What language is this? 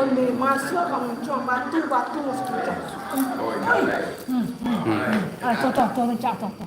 Minangkabau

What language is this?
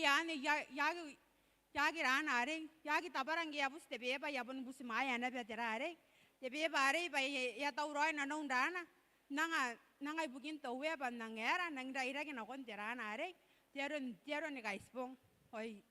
Gilbertese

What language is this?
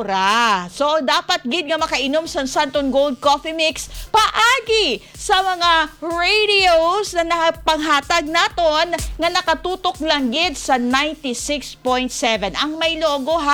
Hiligaynon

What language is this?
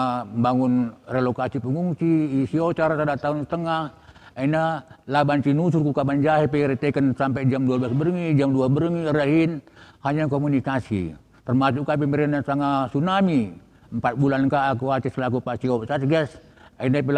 Batak Karo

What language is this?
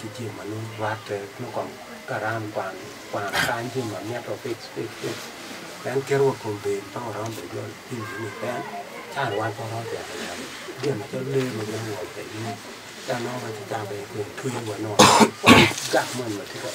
Acoli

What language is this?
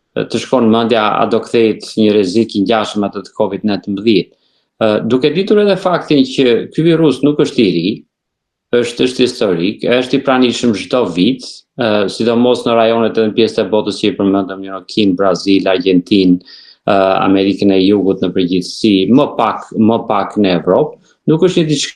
Albanian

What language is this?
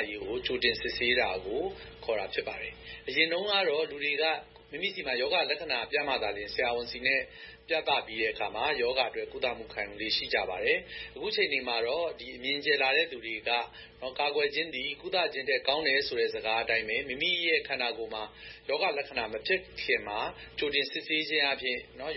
Burmese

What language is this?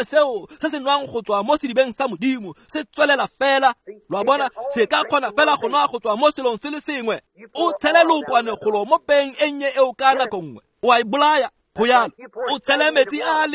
Tswana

